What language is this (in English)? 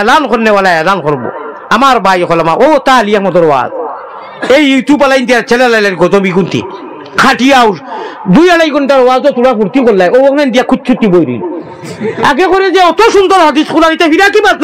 Sylheti